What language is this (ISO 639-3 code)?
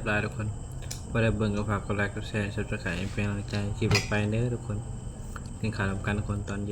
tts